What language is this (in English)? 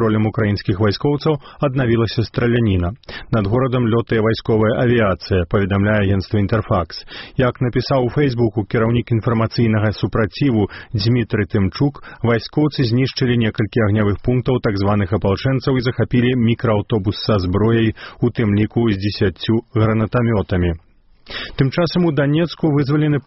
Belarusian